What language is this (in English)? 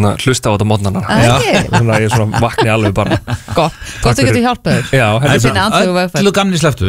Icelandic